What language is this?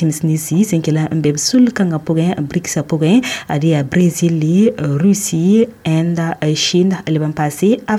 Mossi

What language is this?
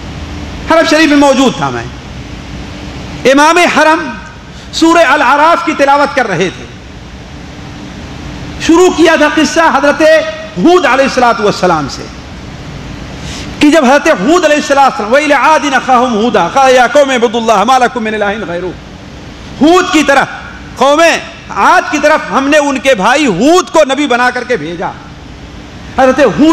Urdu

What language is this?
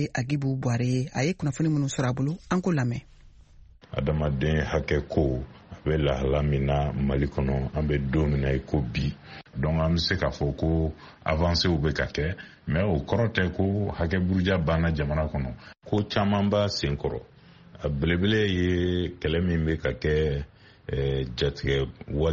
Bambara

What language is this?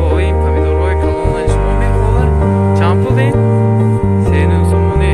Tajik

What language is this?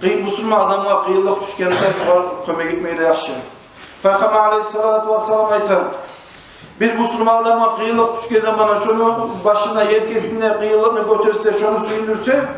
Kumyk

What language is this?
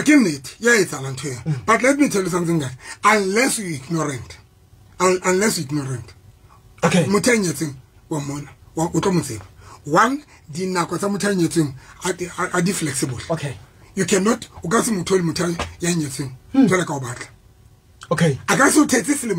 Southern Sotho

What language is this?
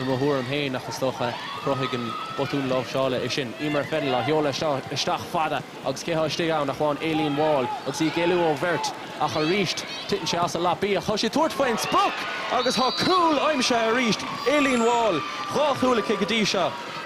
Irish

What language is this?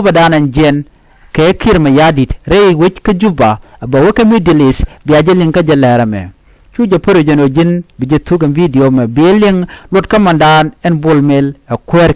Nuer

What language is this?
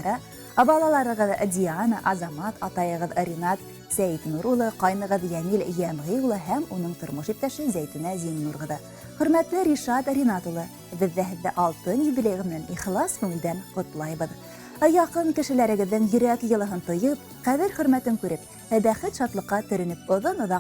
Bashkir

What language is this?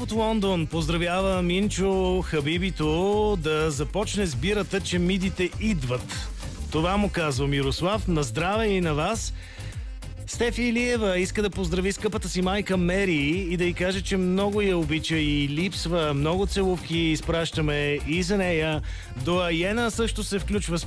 Bulgarian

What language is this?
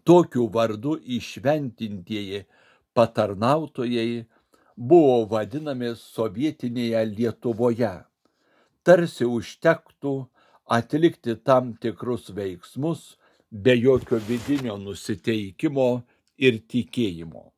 Lithuanian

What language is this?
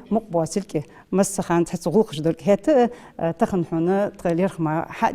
Ingush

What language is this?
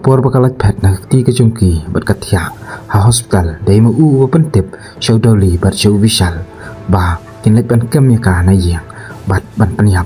Khasi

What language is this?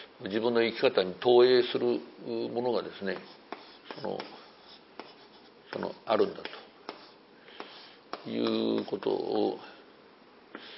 Japanese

